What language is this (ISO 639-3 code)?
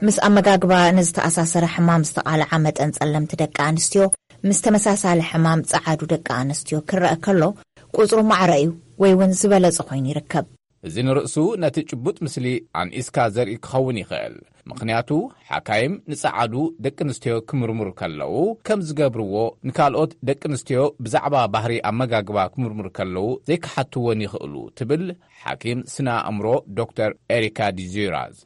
tir